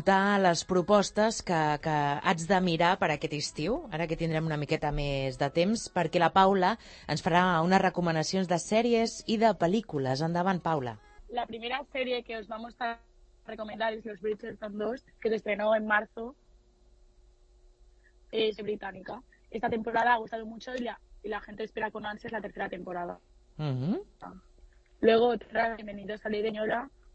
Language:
Catalan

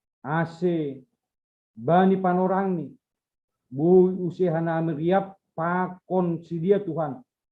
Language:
Batak Simalungun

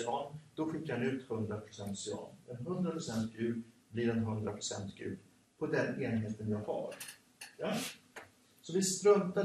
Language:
Swedish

